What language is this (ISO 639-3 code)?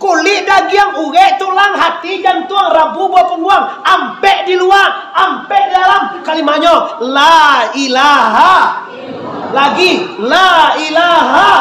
min